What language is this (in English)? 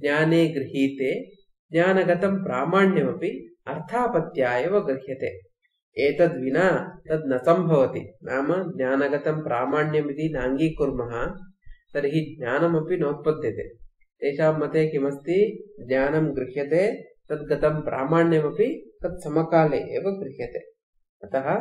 Sanskrit